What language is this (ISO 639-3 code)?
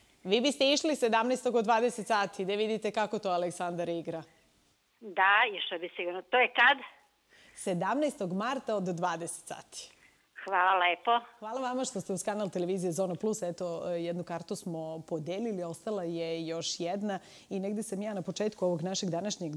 srp